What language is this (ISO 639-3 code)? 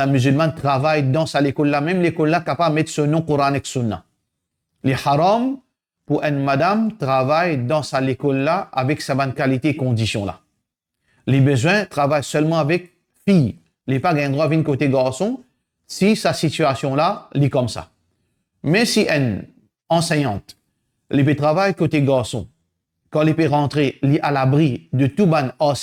mfe